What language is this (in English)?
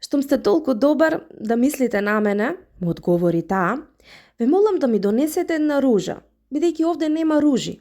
Macedonian